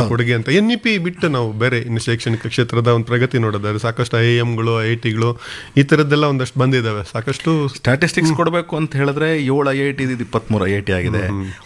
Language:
Kannada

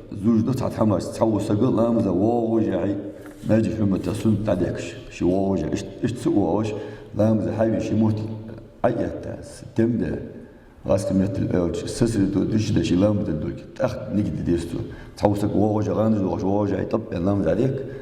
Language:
Ingush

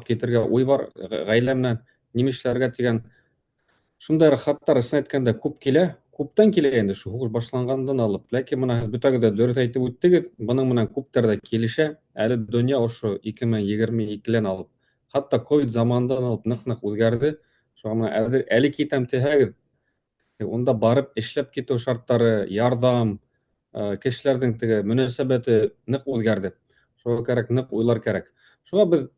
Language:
Bashkir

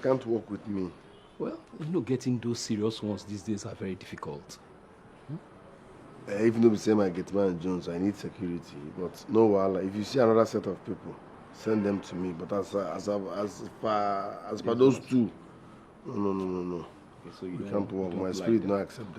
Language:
Nigerian Pidgin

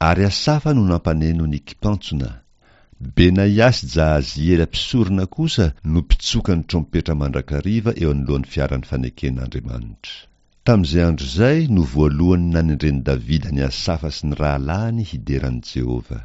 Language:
Malagasy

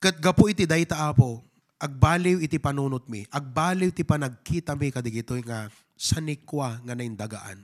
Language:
Iloko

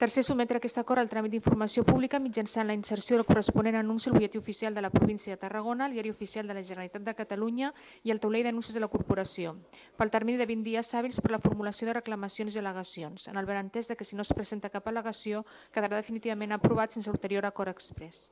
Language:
Catalan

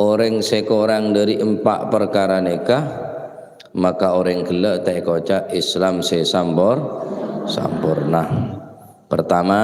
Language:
Madurese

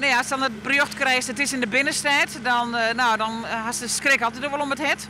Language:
Western Frisian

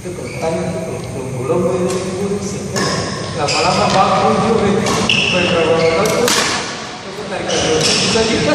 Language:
Ambonese Malay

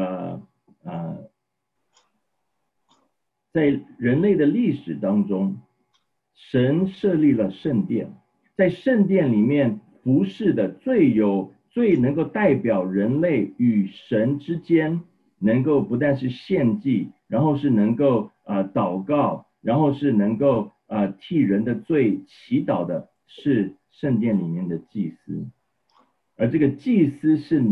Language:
Chinese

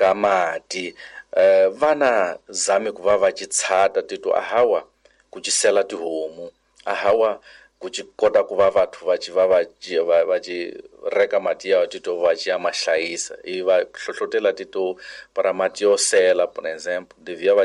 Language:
Tsonga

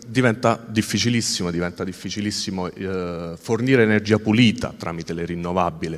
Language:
Italian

